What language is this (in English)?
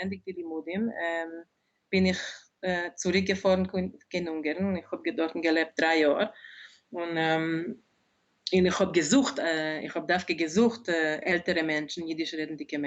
Yiddish